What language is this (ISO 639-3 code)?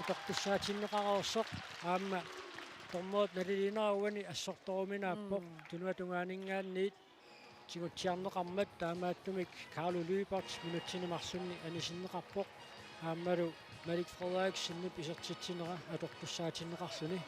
kal